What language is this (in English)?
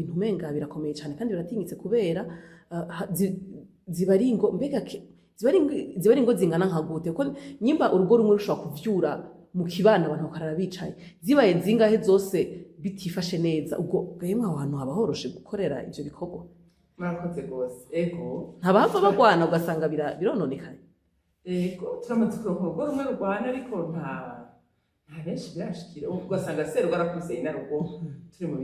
Rundi